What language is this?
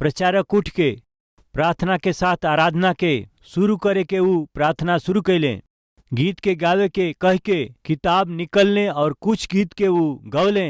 Bhojpuri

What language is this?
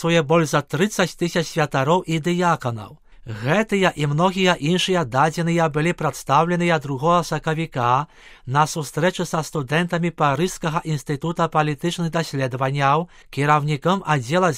Belarusian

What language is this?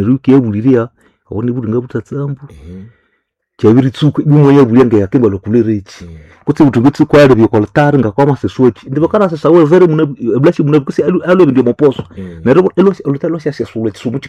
Nande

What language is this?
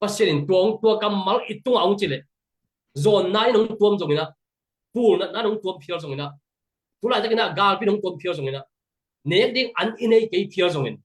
Tedim Chin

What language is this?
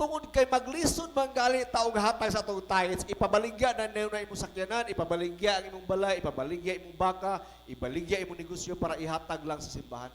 Cebuano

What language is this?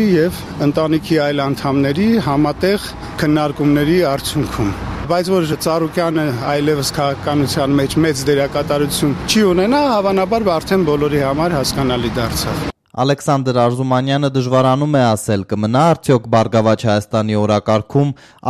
Armenian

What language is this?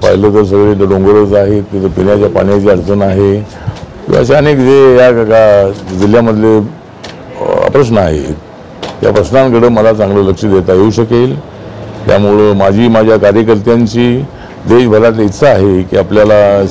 Marathi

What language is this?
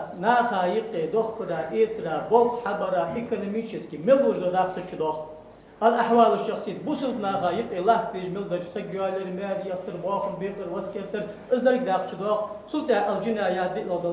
Ingush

